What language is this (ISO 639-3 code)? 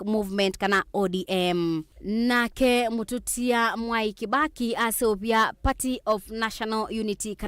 kam